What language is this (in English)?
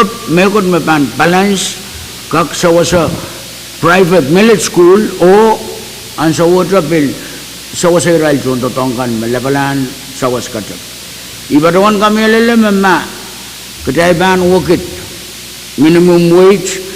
Pohnpeian